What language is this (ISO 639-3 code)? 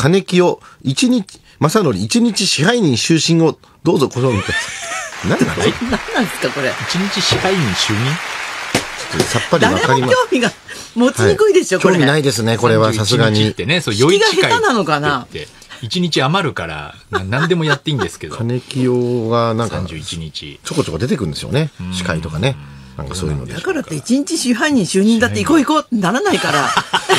jpn